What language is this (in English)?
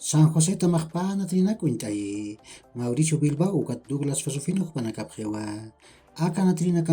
Aymara